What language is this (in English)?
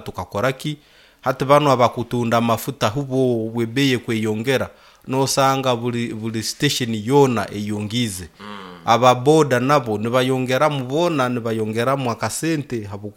Nyoro